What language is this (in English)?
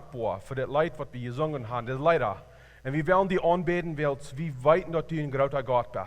Plautdietsch